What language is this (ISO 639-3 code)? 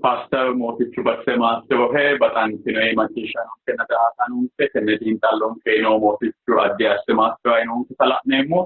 sid